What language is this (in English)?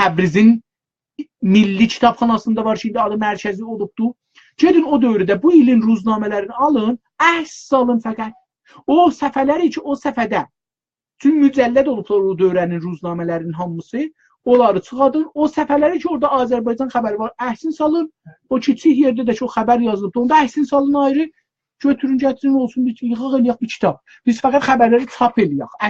South Azerbaijani